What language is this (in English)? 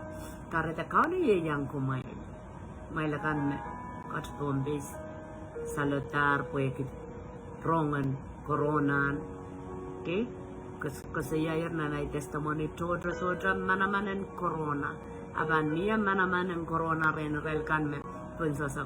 Pohnpeian